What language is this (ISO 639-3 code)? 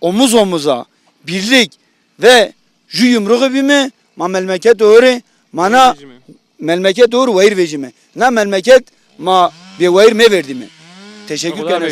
zza